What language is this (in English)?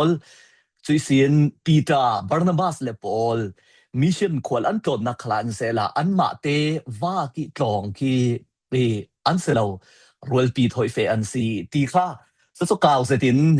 Falam Chin